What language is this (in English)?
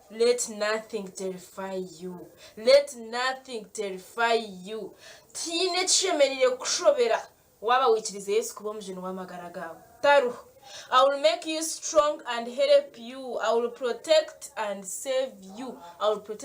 Nyankole